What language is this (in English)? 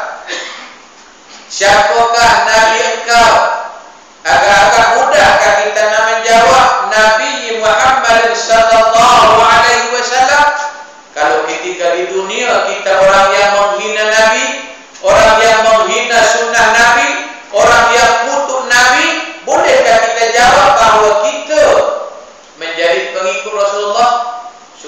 Malay